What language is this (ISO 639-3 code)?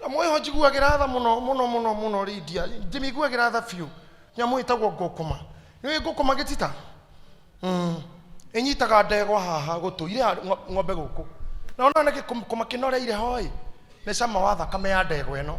kik